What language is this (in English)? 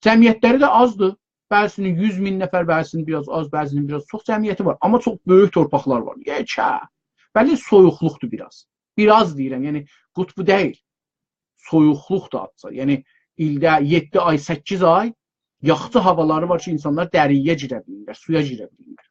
South Azerbaijani